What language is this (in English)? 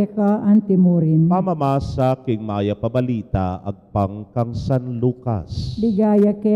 Pampanga